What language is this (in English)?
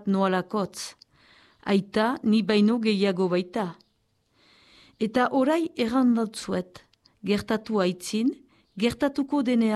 Basque